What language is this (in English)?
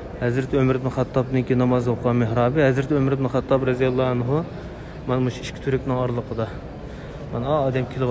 Uyghur